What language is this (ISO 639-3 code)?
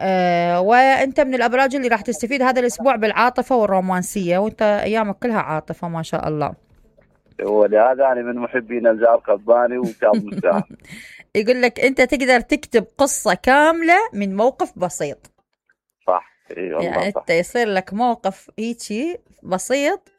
acm